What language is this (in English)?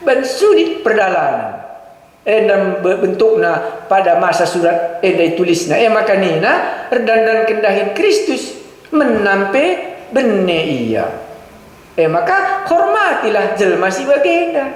Batak Karo